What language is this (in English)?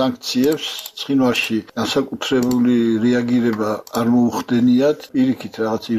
Georgian